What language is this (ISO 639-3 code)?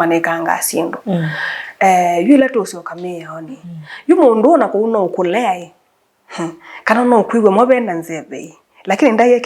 kam